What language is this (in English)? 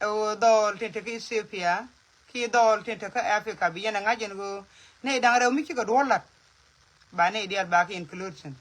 Nuer